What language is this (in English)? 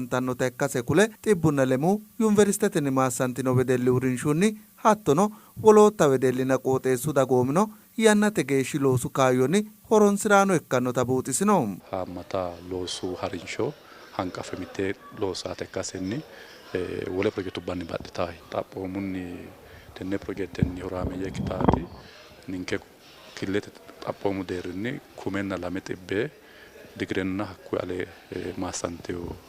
Sidamo